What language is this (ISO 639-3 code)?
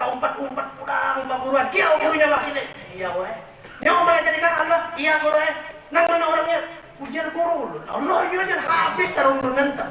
bjn